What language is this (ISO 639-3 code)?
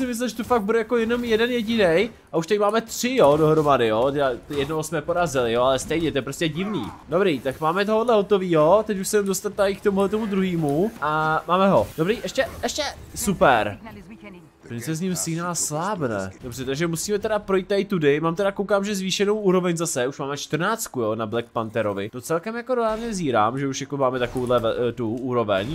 ces